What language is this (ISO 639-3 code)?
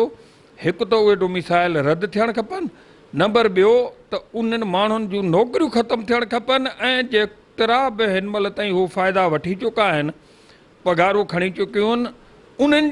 snd